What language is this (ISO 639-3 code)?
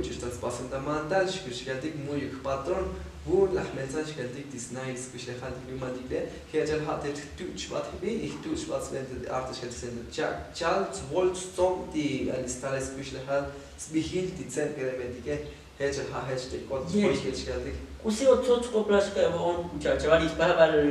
tzo